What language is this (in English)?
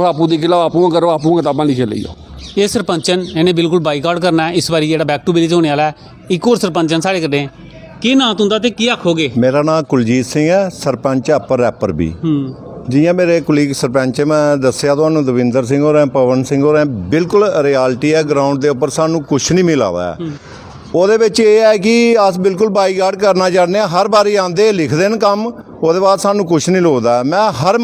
Dogri